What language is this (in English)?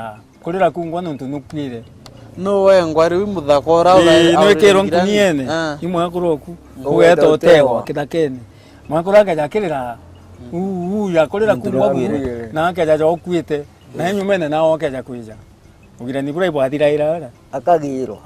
Meru